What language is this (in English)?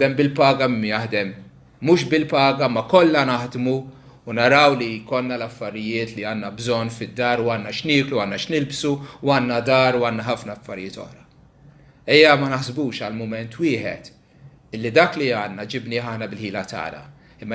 Maltese